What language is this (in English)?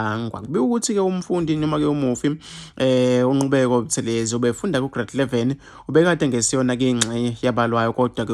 Zulu